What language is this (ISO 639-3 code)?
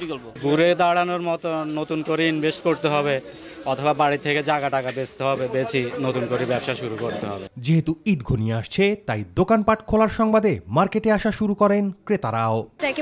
ben